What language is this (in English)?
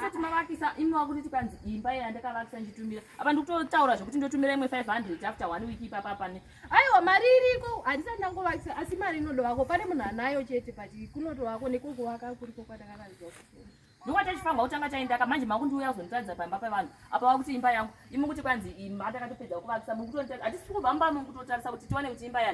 Shona